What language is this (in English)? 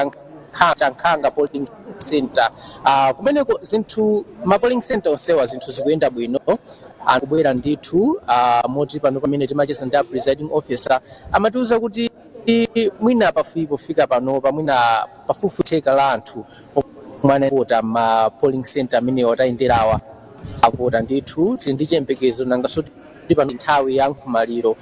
Nyanja